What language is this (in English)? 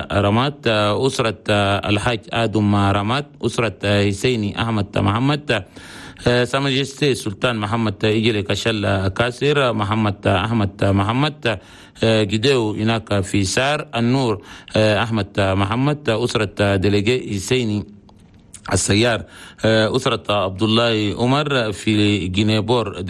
Chadian Arabic